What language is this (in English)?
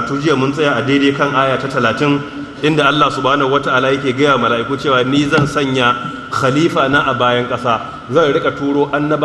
Hausa